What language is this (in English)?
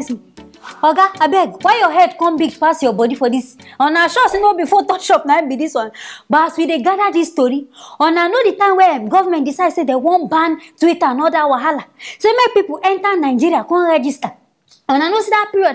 Nigerian Pidgin